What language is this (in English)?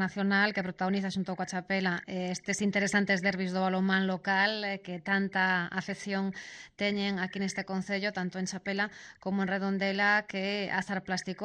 Galician